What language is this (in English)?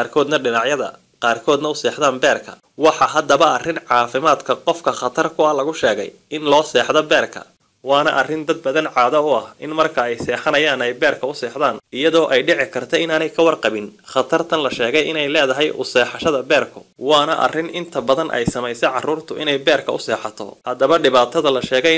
Somali